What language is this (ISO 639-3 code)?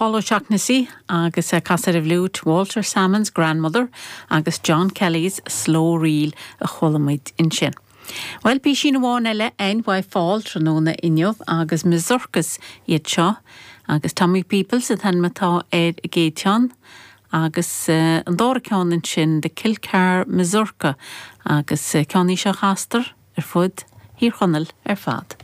gle